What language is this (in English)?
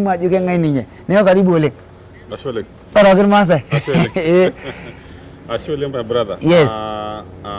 Masai